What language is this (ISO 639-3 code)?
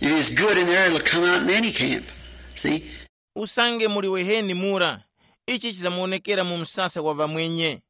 tum